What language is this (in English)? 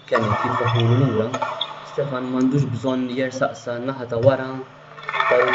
Maltese